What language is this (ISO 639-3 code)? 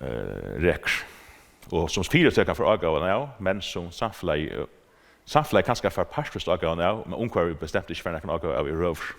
fao